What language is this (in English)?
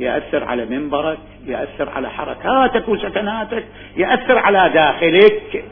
Mesopotamian Arabic